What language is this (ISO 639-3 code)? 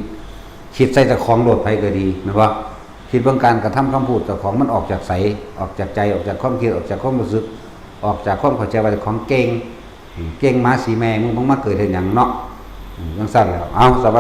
tts